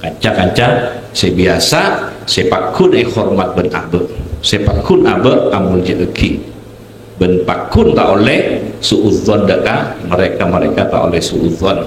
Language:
Madurese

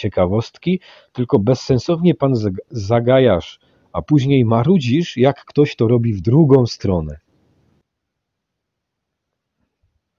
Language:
Polish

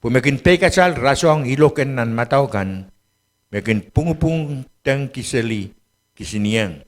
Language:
Pohnpeian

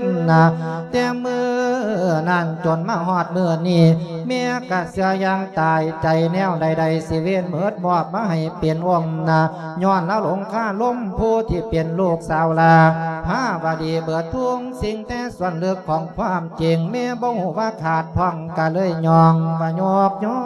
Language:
Lao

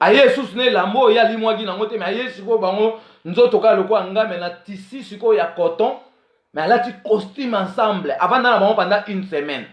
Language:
Lingala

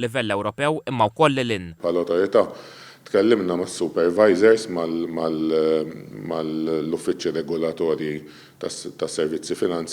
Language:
Maltese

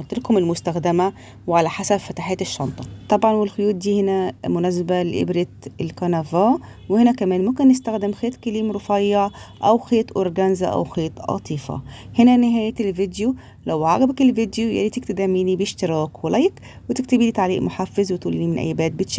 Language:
Egyptian Arabic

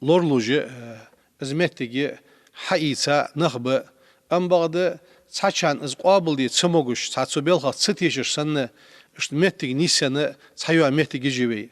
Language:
Ingush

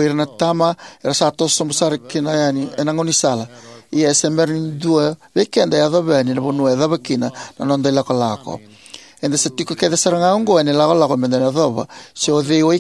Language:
Fijian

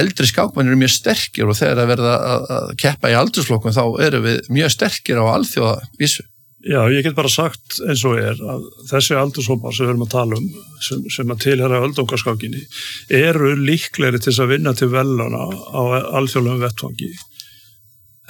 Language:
Icelandic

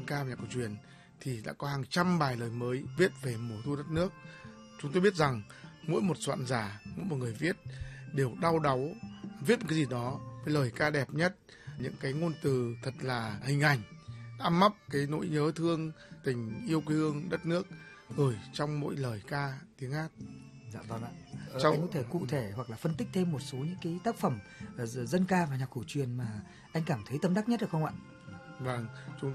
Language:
Vietnamese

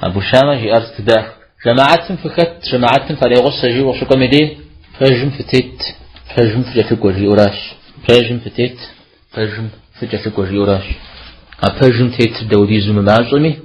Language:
Kabardian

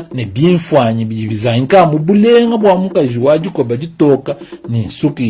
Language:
Luba-Lulua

